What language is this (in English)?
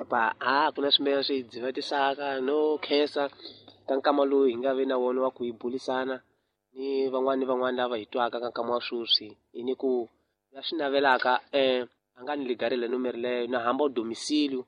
Tsonga